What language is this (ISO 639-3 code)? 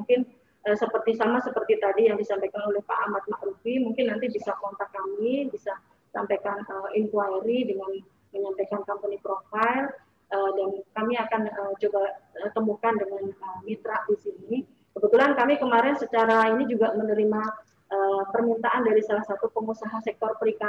ind